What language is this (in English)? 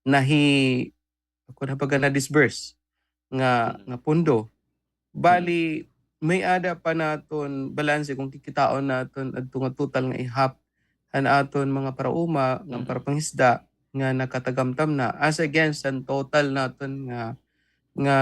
Waray